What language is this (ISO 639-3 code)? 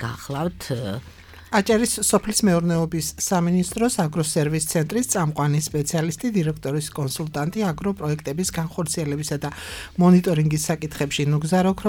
kat